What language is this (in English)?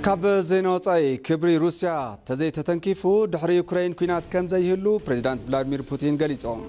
Tigrinya